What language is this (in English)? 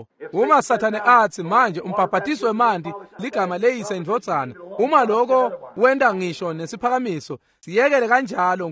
Swati